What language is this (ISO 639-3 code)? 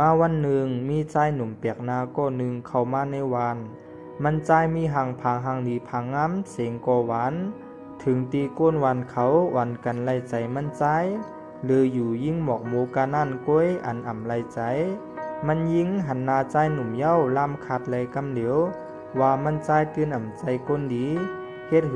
shn